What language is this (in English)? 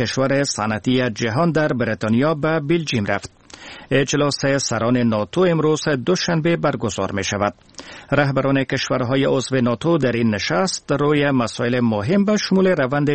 Persian